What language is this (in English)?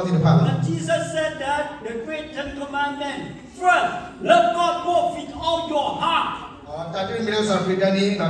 S'gaw Karen